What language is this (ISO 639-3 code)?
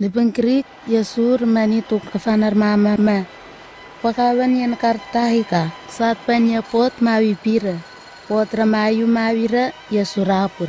nwi